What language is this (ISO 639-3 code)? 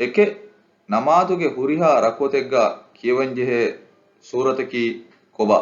div